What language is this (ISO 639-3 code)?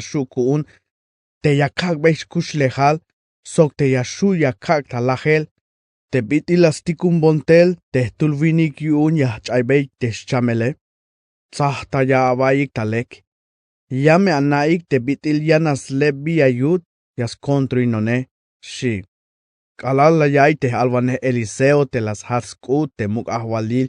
tzh